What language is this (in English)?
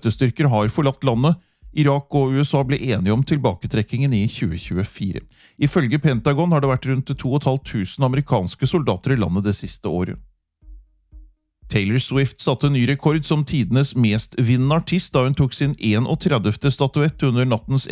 Norwegian